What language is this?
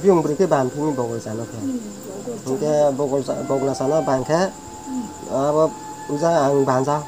Kok Borok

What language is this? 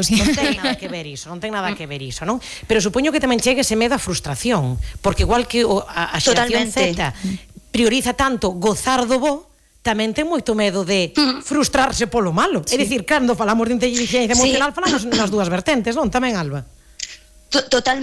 Galician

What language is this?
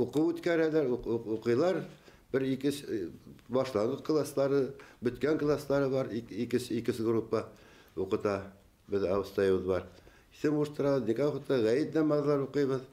Bashkir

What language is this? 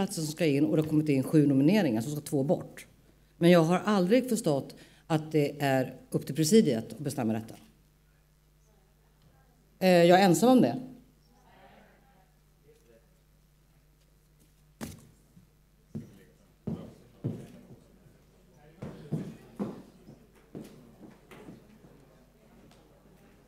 Swedish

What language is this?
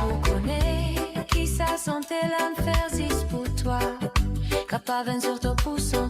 Morisyen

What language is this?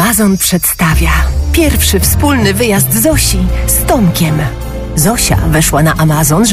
Polish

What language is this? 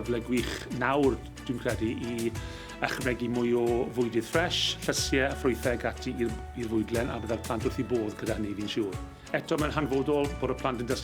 Welsh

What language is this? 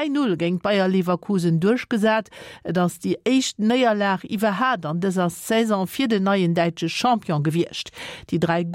Luxembourgish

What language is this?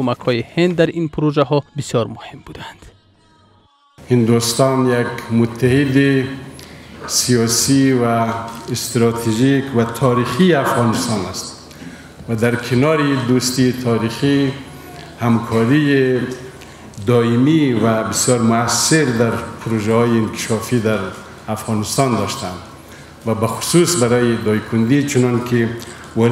Persian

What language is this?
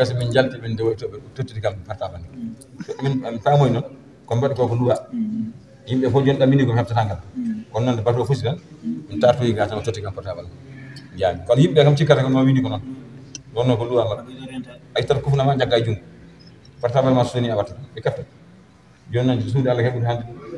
Fula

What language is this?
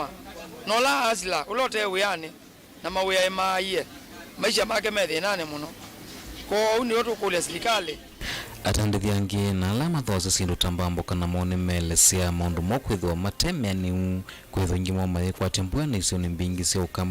Kamba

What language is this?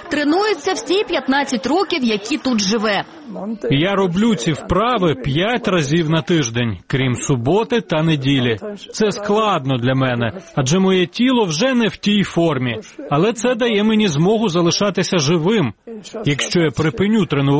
Ukrainian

